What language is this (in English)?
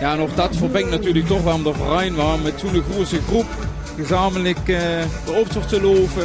Limburgish